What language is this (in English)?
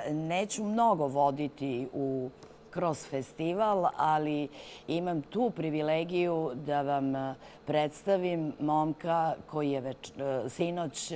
Serbian